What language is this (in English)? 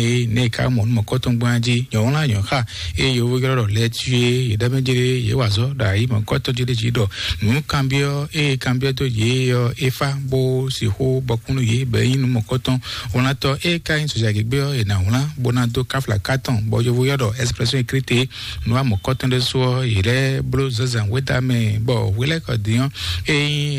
Fon